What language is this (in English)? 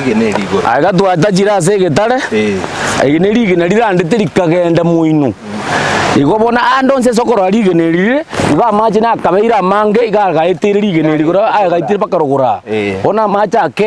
Gusii